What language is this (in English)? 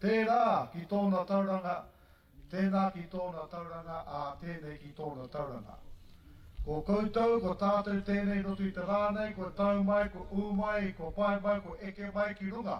Māori